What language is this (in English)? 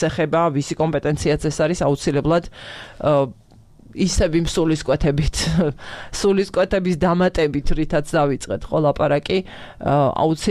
Georgian